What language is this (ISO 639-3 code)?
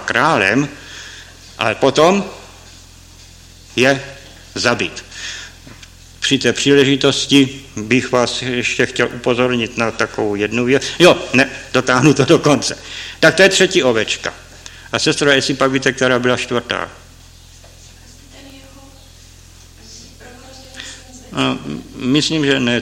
ces